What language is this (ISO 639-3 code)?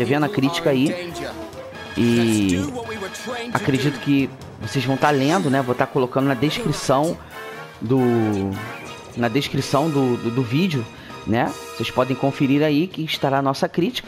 por